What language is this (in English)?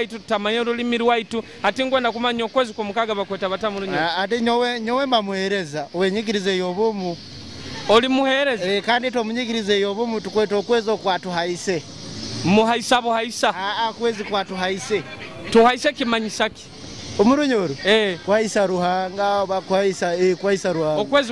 Nyoro